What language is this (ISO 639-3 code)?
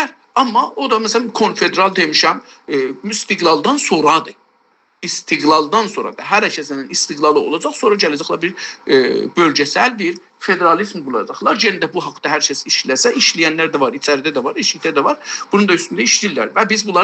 azb